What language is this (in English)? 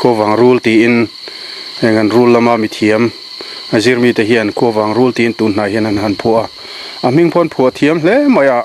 Mizo